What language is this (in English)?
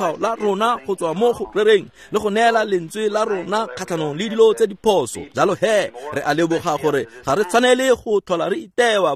Tswana